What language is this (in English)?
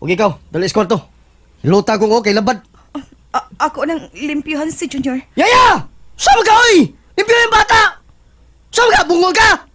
Cebuano